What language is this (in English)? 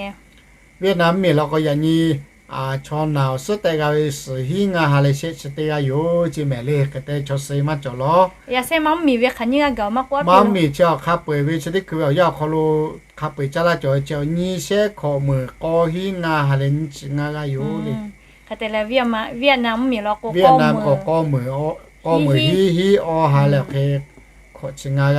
Lahu